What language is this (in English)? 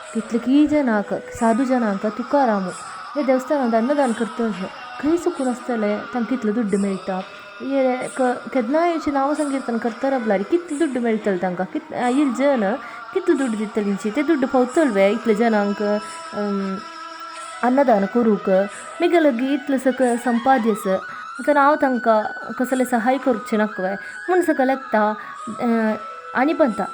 Konkani